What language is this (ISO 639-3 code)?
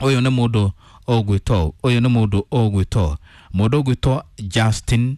kik